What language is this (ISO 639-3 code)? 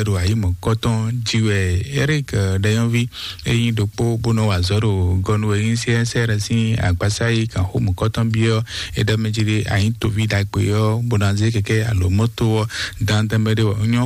fon